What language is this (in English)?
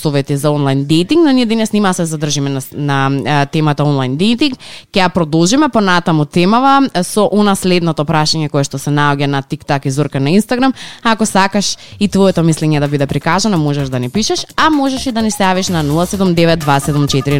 Macedonian